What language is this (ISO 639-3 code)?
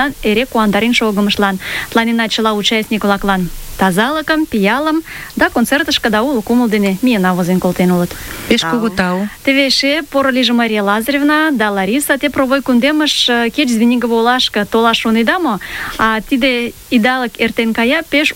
chm